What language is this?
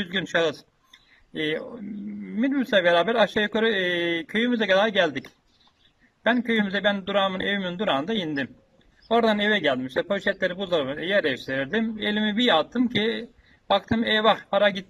Turkish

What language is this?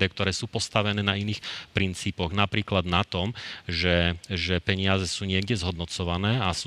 Slovak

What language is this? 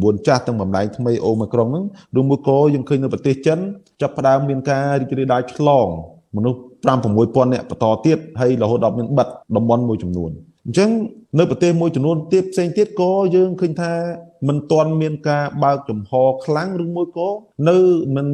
Khmer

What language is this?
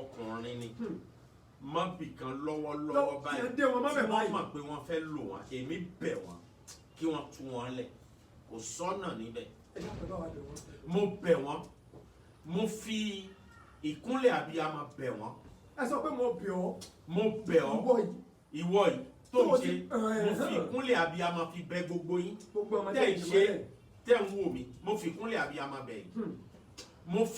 Yoruba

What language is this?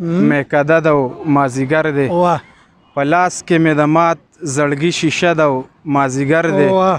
Pashto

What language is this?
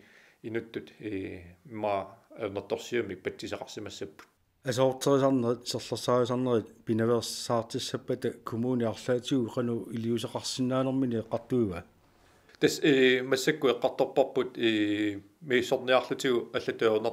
Kalaallisut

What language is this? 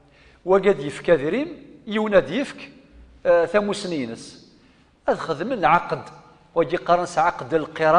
Kabyle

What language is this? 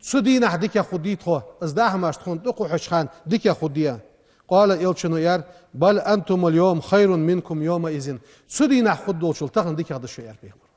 Ingush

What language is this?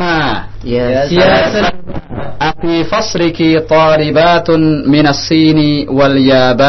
Indonesian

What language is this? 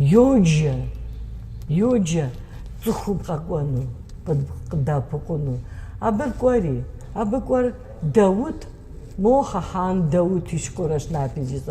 Kabardian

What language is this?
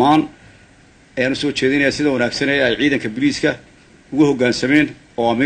Somali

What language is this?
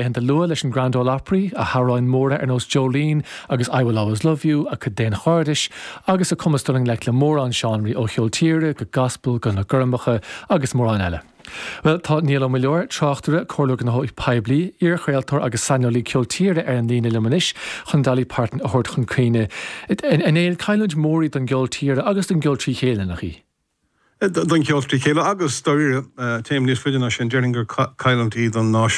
Irish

